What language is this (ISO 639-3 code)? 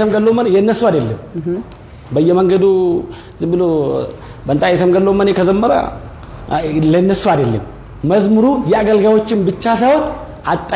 amh